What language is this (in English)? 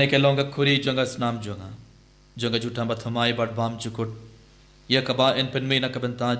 Khasi